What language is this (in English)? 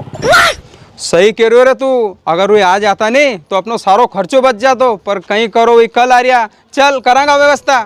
Rajasthani